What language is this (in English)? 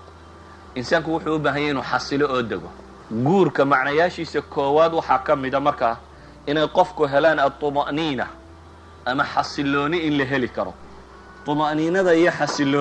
Somali